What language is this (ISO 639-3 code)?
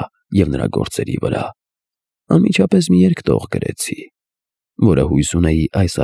hye